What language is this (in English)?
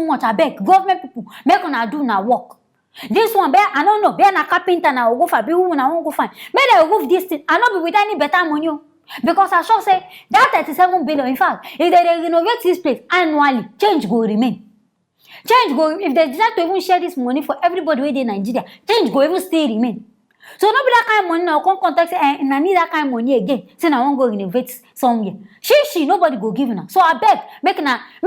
Nigerian Pidgin